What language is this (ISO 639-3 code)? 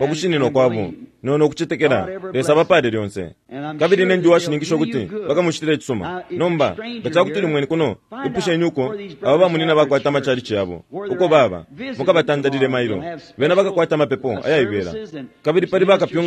bem